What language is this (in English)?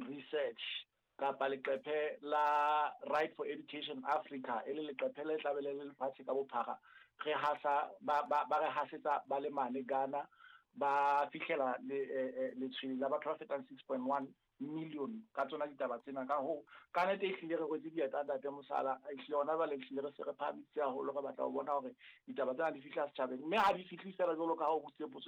Southern Sotho